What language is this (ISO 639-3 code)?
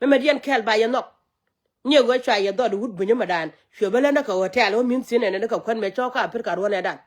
nus